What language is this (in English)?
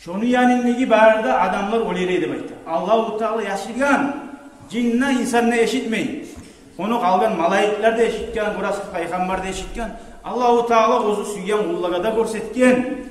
Kumyk